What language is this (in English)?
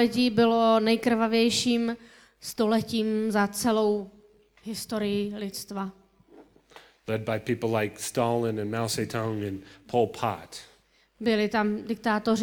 Czech